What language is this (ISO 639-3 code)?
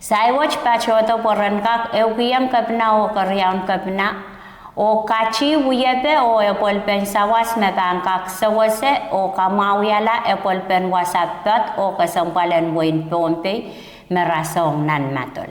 pon